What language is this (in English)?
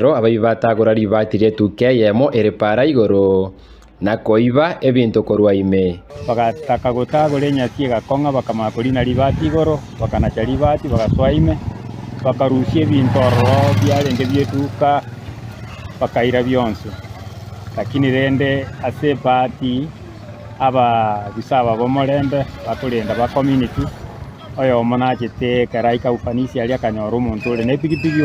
Gusii